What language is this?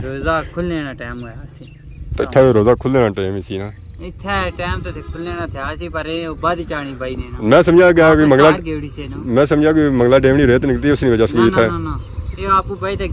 Pahari-Potwari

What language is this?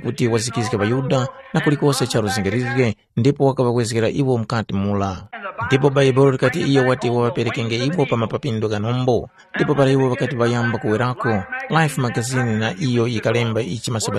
Tumbuka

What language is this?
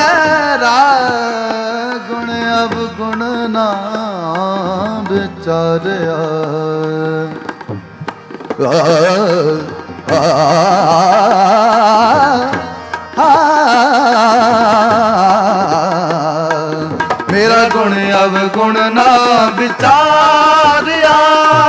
Punjabi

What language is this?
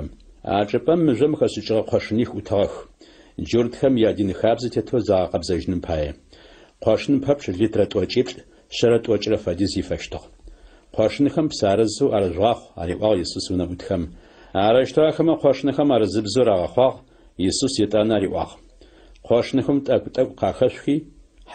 Adyghe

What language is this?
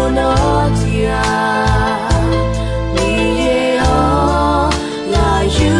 Akha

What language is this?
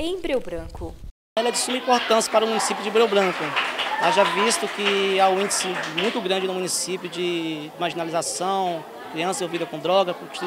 Portuguese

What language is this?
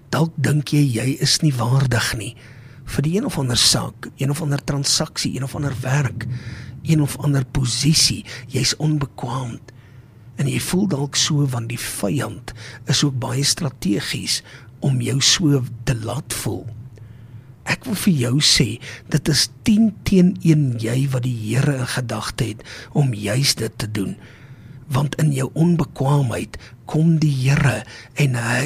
Afrikaans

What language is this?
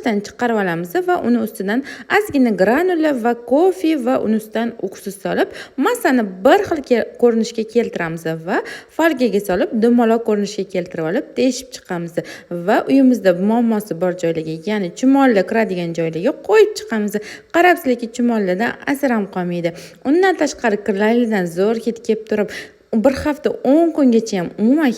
Uzbek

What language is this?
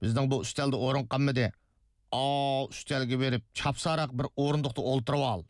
Uyghur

